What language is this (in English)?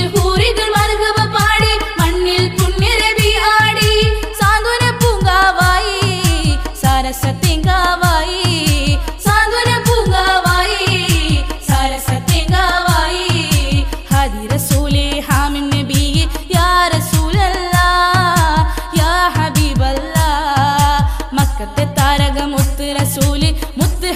Malayalam